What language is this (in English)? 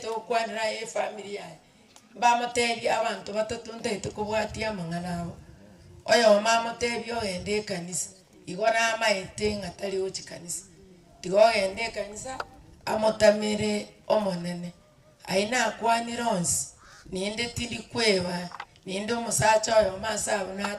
Gusii